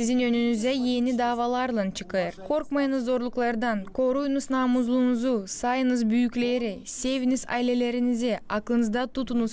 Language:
Gagauz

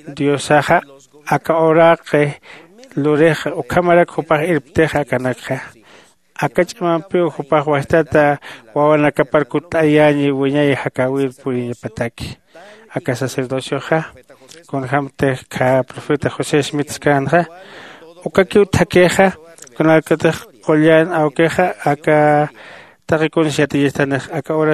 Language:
Aymara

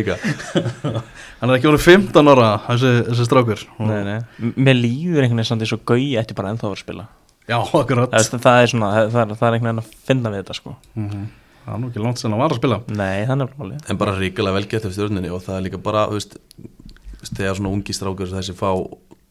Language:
Icelandic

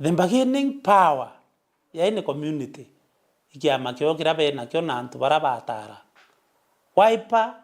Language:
Meru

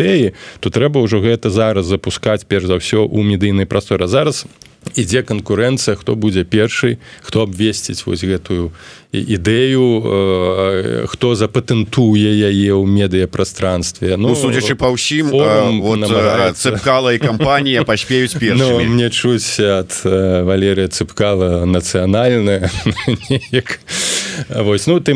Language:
Belarusian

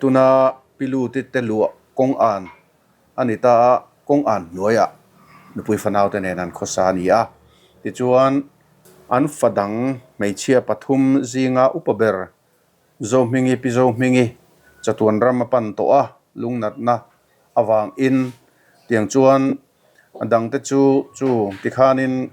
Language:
Mizo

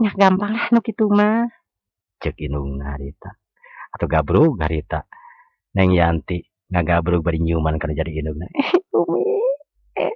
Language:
Sundanese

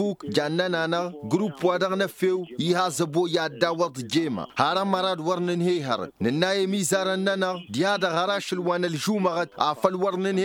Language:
Tamasheq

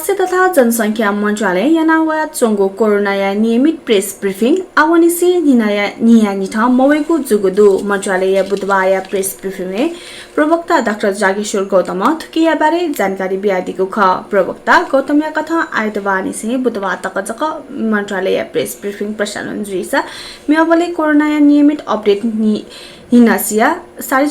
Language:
Newari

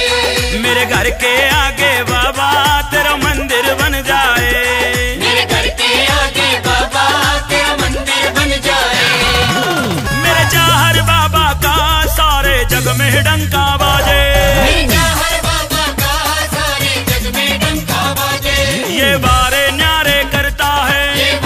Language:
Hindi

